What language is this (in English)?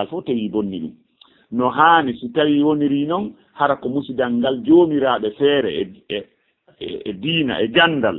Fula